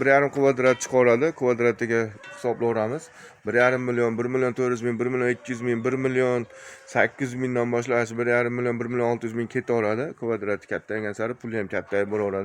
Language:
Uzbek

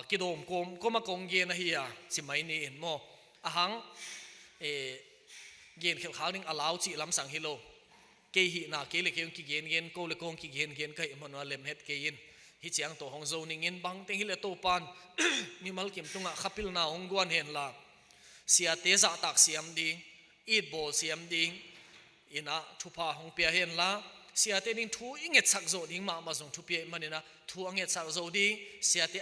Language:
Tedim Chin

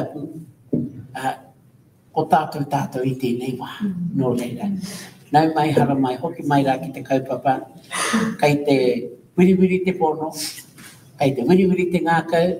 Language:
Māori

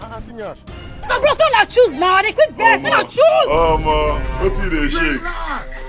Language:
Nigerian Pidgin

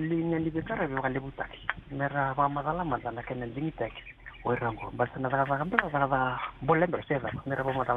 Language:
Fijian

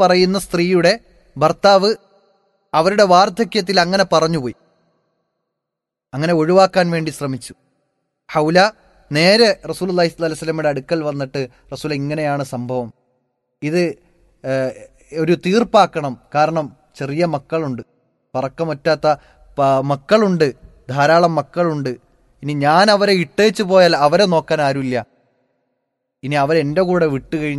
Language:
Malayalam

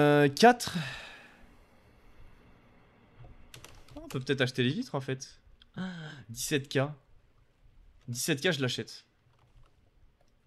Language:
French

